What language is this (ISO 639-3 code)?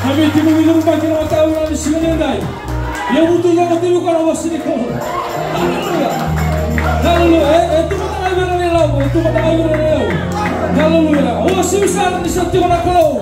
fij